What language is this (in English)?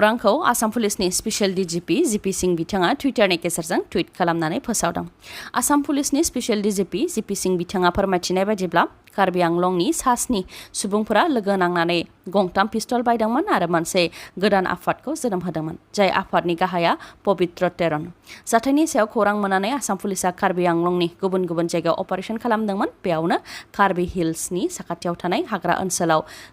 Bodo